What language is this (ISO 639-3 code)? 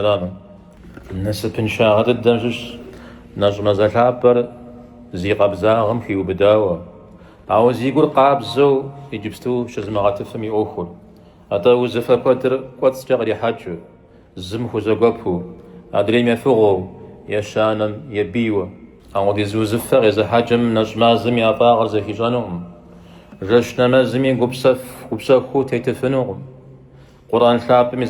kbd